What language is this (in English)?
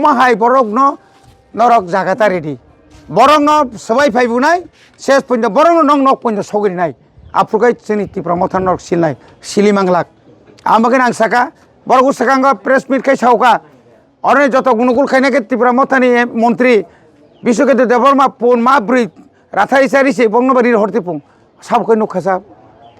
Kok Borok